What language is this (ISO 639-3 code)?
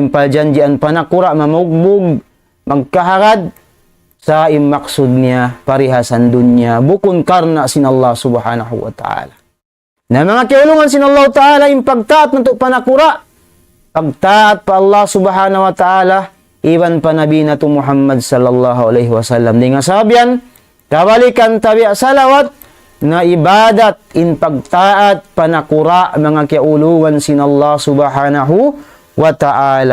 tsg